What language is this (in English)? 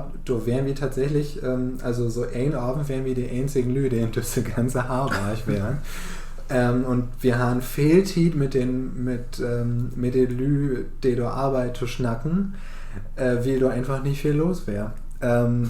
Low German